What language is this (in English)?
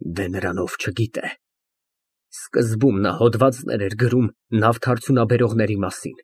Armenian